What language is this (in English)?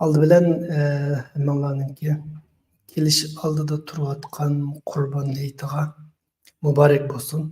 Uyghur